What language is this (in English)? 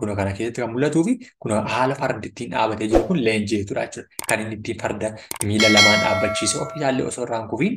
Oromo